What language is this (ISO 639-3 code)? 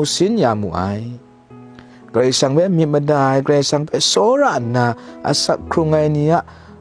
kac